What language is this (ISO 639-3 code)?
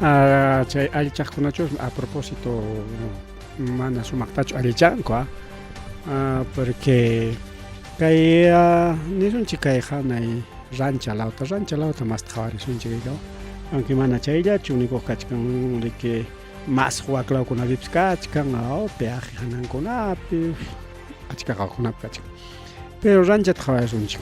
quy